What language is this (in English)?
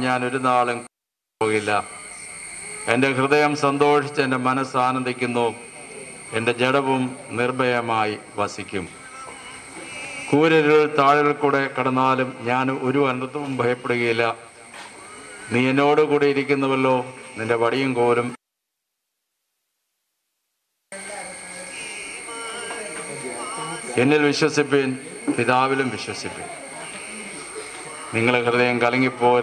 Malayalam